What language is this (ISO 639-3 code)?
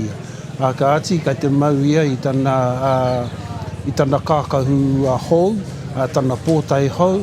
mri